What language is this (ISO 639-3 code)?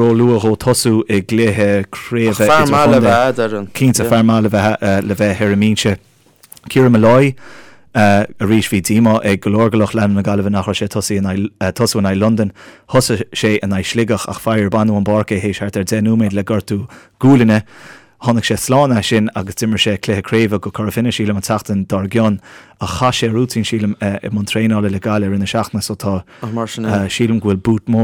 gle